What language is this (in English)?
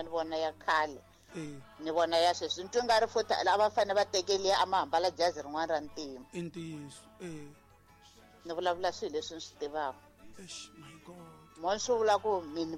Tsonga